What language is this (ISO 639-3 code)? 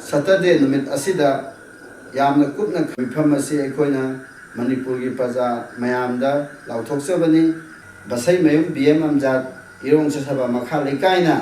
mni